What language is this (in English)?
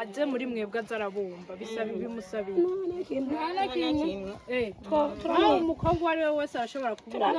Rundi